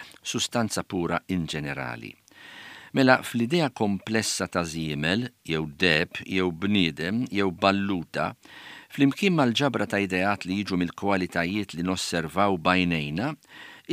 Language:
Maltese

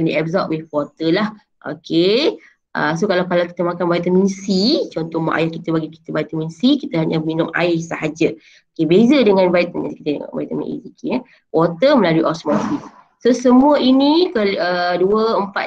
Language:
Malay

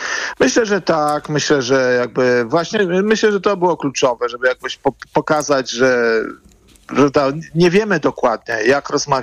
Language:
Polish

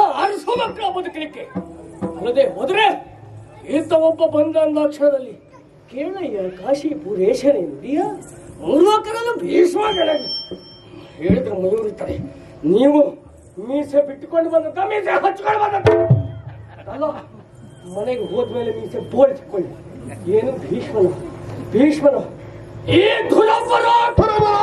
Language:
Kannada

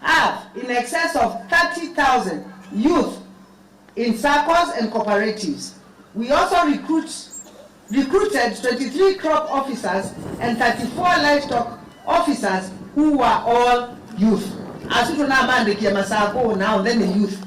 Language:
Kamba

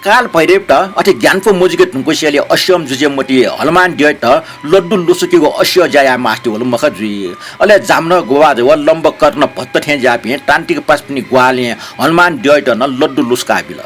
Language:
Newari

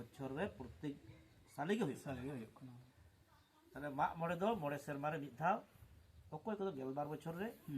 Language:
Santali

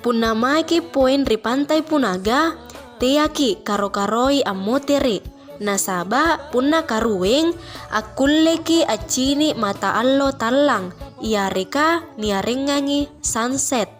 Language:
Makasar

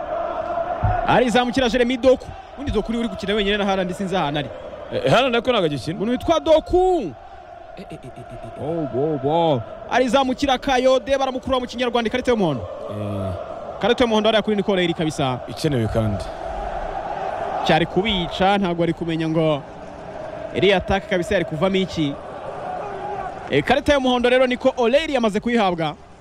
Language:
Kinyarwanda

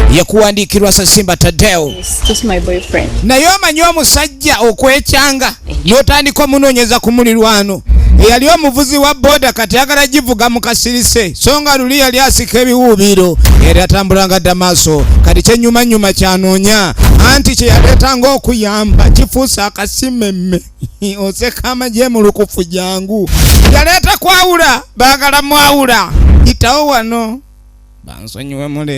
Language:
Ganda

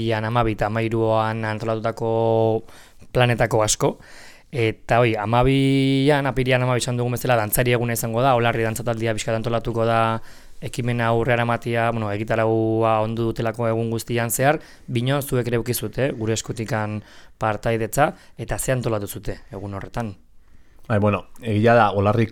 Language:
Basque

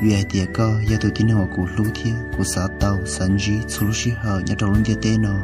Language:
Hmong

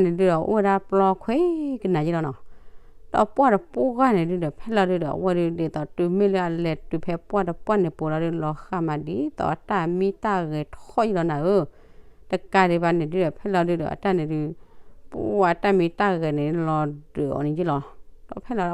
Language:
S'gaw Karen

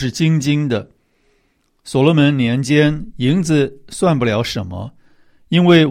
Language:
Chinese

